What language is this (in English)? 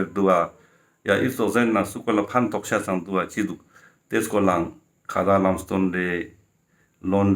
Ladakhi